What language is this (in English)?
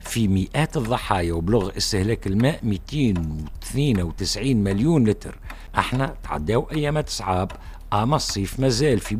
Tunisian Arabic